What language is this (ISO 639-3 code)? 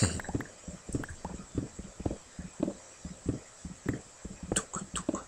gsw